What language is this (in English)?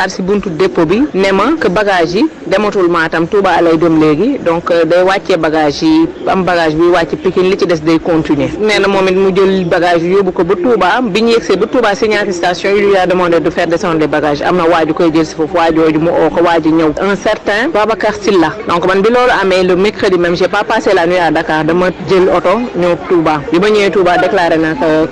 Wolof